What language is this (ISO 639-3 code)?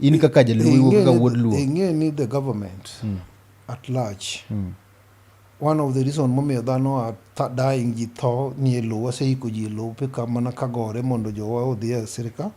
luo